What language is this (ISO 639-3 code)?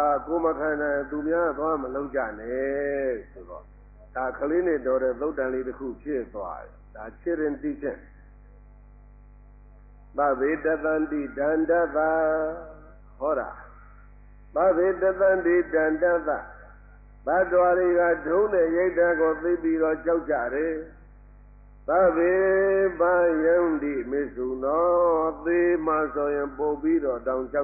mya